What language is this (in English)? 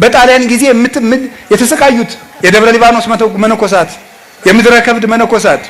Amharic